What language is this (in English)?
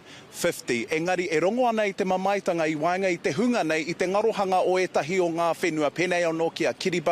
Māori